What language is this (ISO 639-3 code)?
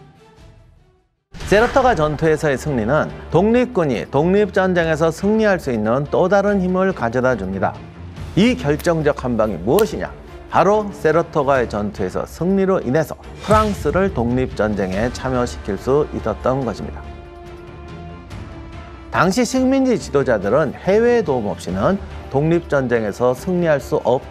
kor